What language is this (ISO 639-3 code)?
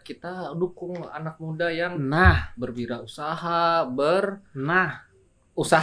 bjn